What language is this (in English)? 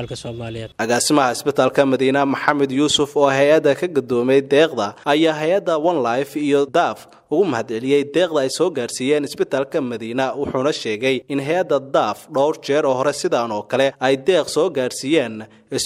Somali